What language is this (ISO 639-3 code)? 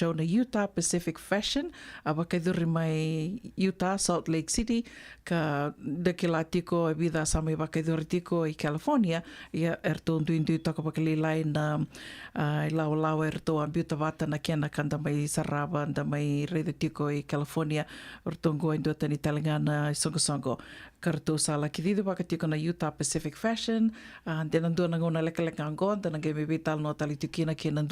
fij